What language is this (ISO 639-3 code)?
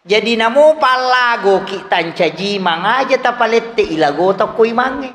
bug